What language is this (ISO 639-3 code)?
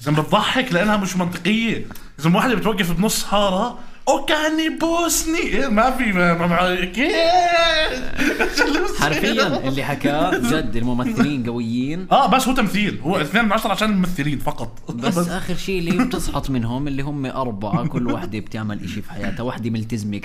apc